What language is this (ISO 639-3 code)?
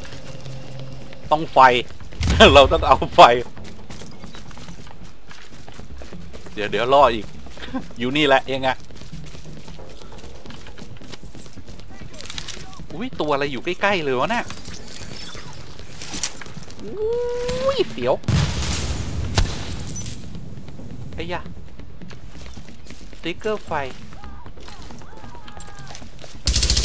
tha